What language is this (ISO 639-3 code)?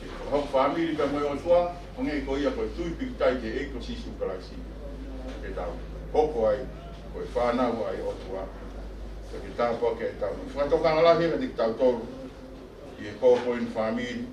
ton